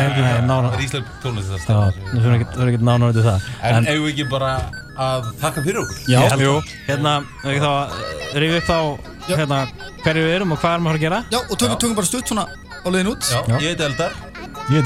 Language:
Icelandic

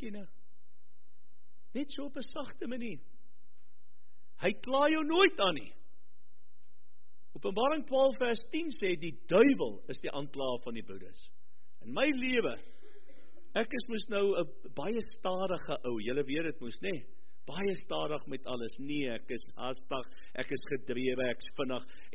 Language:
Afrikaans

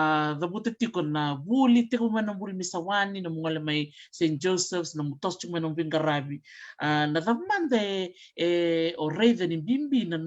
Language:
Fijian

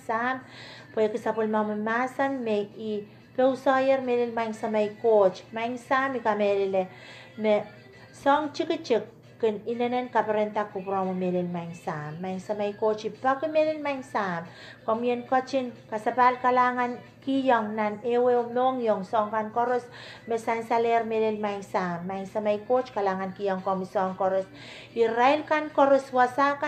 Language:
Pohnpeian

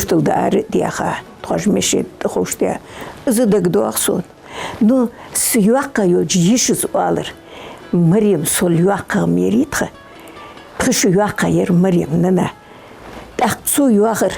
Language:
Ingush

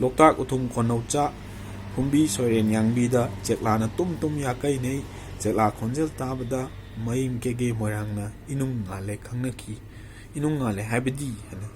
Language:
Manipuri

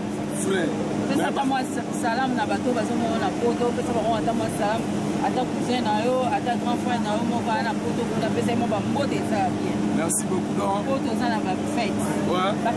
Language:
Lingala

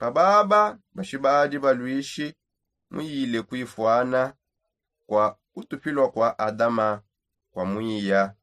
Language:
Songe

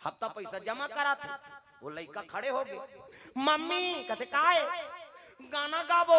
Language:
Chhattisgarhi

